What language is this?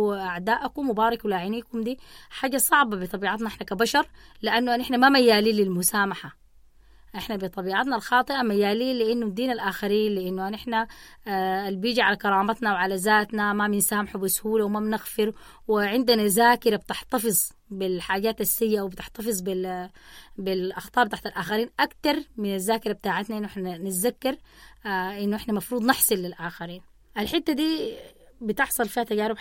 Sudanese Arabic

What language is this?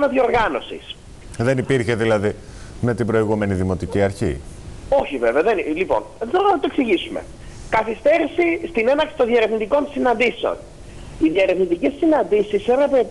Greek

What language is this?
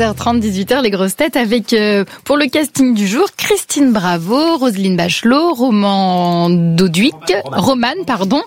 French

